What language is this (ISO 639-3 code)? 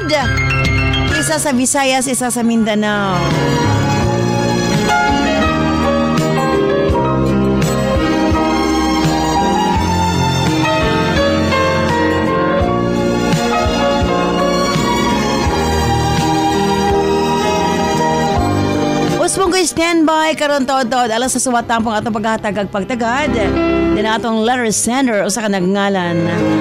ceb